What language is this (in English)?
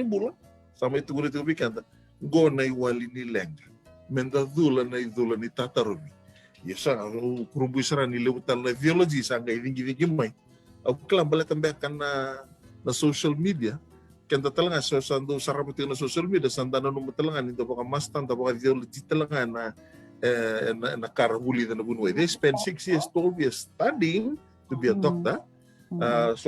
Fijian